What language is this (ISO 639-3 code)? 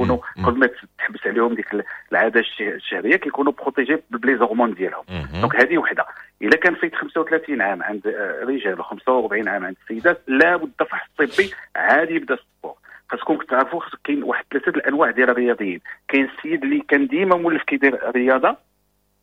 ary